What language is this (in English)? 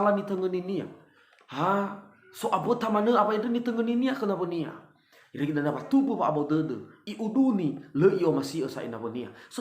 Nias